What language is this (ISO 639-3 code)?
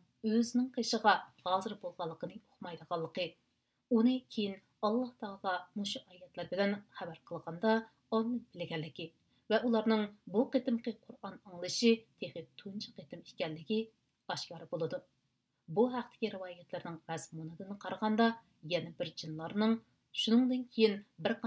uig